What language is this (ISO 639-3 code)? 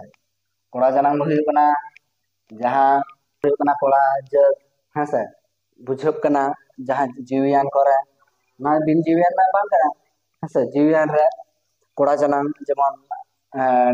sat